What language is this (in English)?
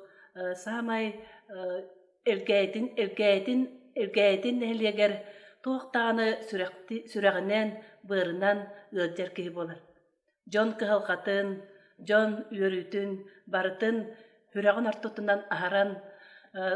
Yakut